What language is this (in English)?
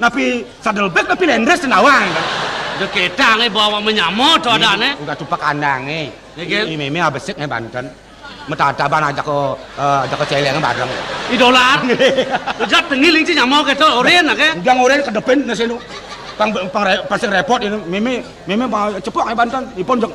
Balinese